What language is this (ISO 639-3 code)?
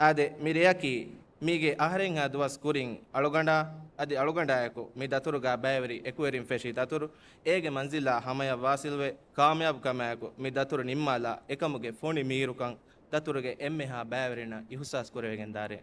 div